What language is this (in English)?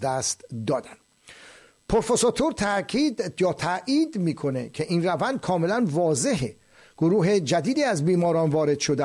Persian